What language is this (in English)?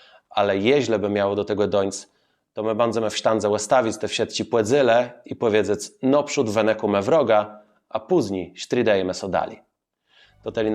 Kashubian